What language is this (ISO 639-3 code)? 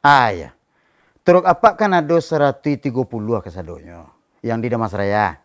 min